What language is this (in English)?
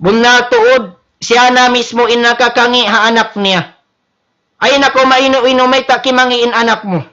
Tausug